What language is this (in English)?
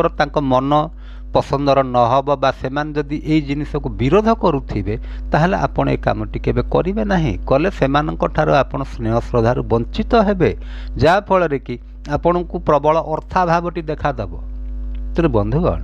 Odia